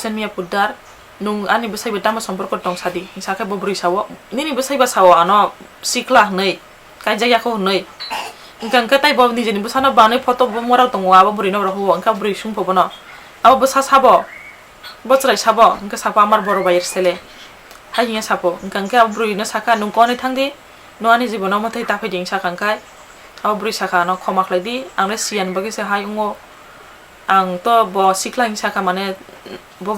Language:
Kok Borok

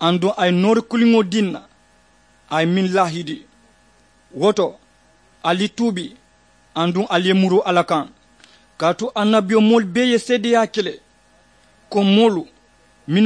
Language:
Mandingo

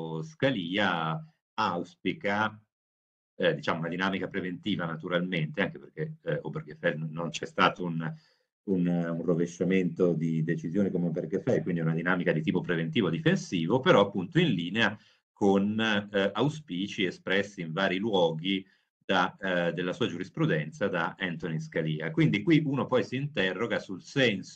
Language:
Italian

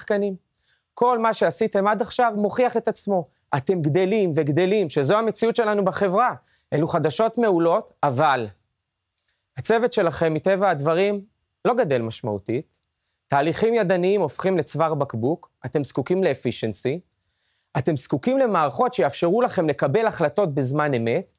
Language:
Hebrew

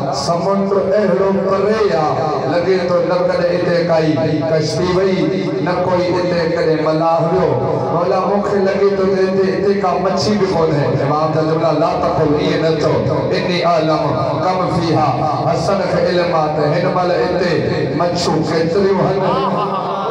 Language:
Sindhi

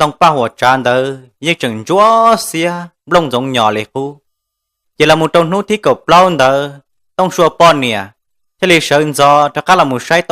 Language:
Hmong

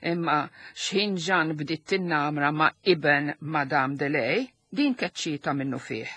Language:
Maltese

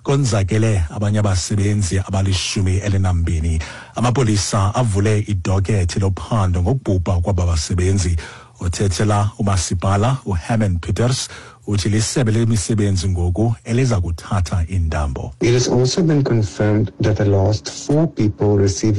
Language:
Xhosa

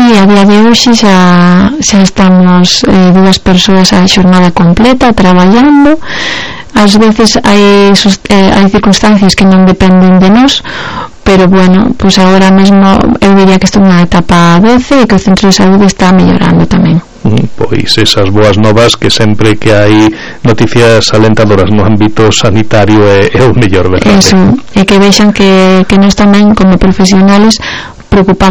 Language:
Galician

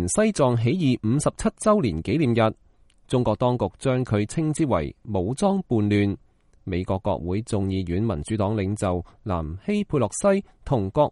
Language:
Cantonese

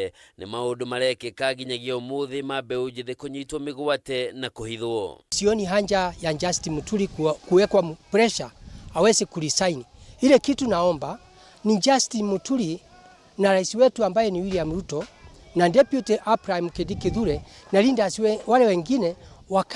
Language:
Kikuyu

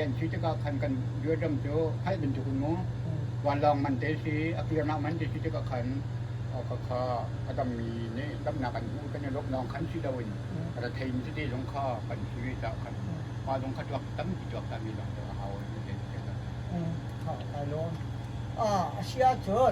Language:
Hakha Chin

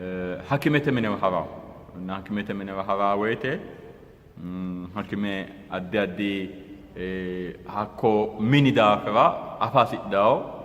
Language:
Sidamo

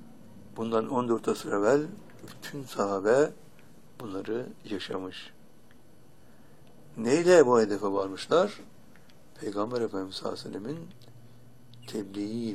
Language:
Turkish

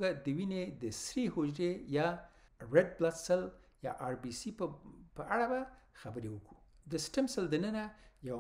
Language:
Pashto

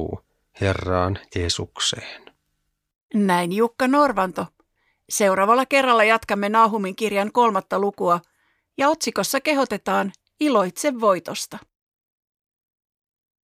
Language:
Finnish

